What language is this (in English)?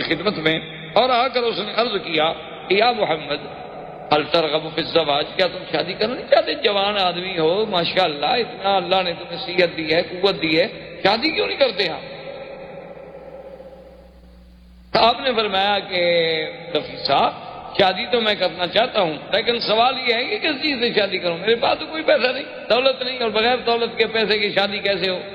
Urdu